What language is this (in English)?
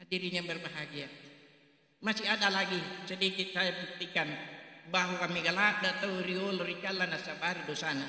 Buginese